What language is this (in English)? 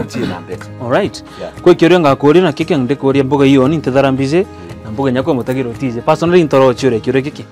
Meru